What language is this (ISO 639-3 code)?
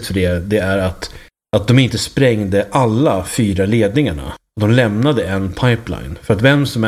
swe